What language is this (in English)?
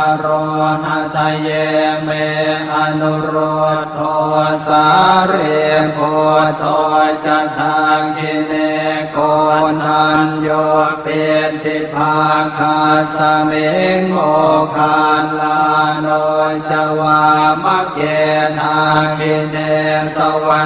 Pali